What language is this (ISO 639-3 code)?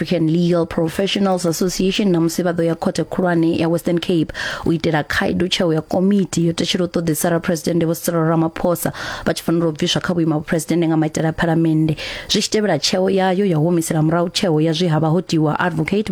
ven